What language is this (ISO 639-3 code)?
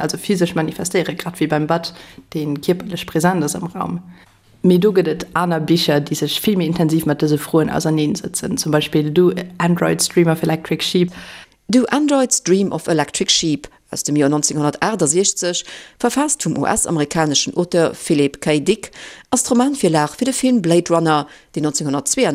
ltz